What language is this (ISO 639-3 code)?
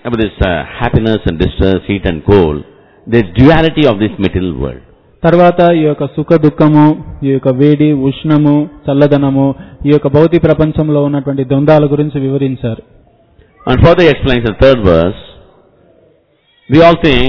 tel